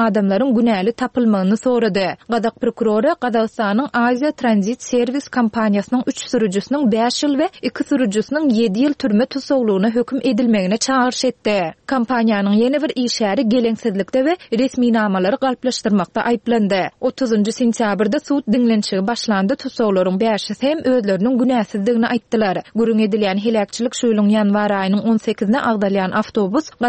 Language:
Turkmen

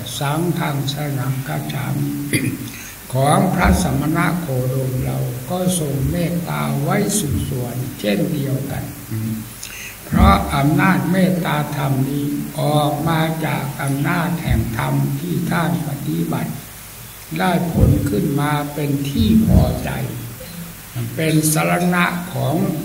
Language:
Thai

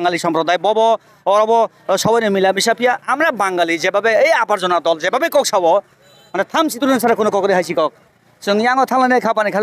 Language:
Kok Borok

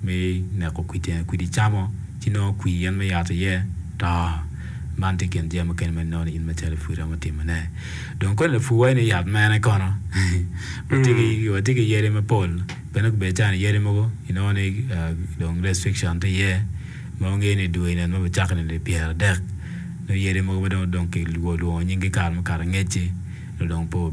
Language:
Acoli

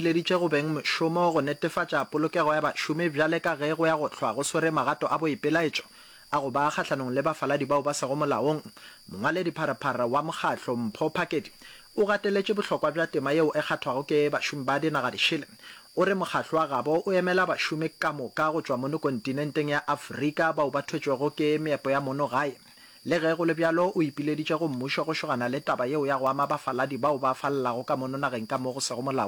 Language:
Northern Sotho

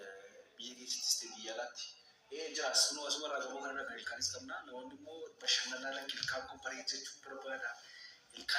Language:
Oromo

